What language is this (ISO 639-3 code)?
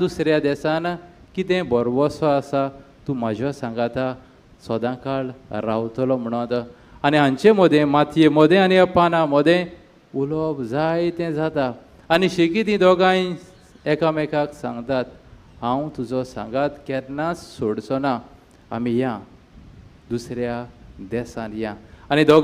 kok